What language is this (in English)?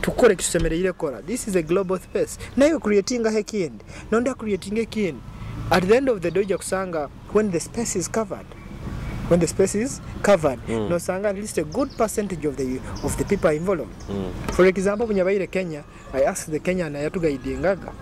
Nyoro